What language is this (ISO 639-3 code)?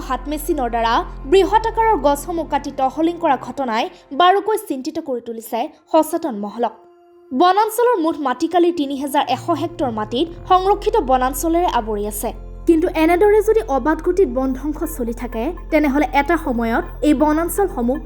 asm